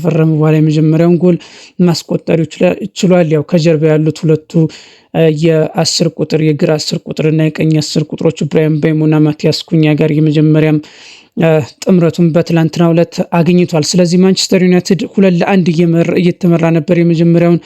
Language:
Amharic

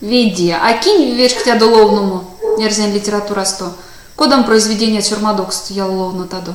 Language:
Erzya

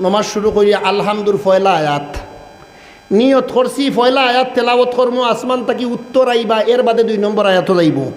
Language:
Sylheti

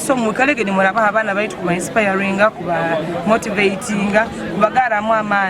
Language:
Nyankole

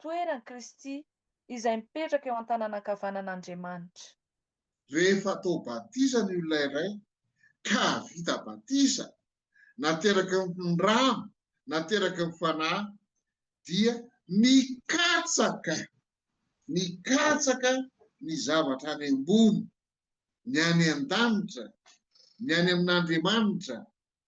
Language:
Malagasy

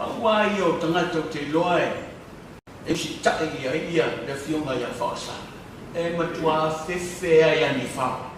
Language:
Samoan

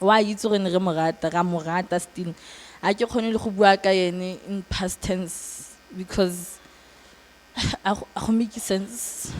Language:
Tswana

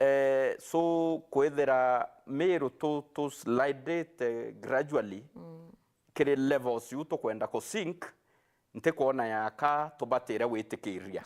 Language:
Meru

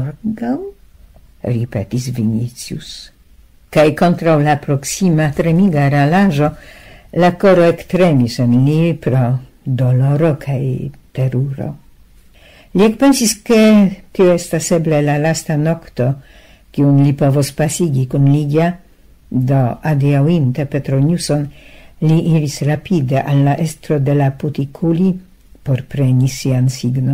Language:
Esperanto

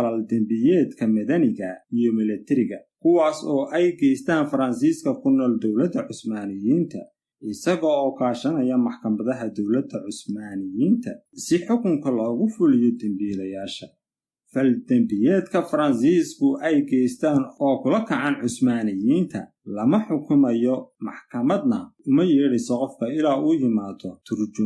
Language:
Somali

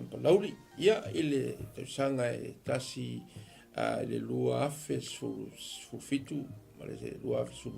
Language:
Samoan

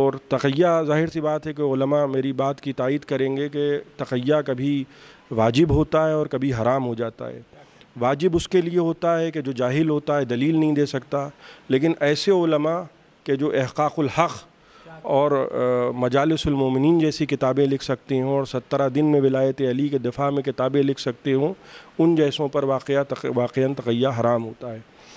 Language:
Urdu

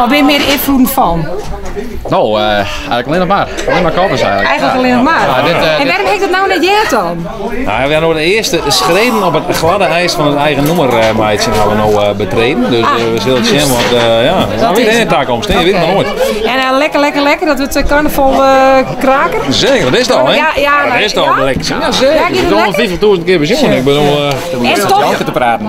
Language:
Western Frisian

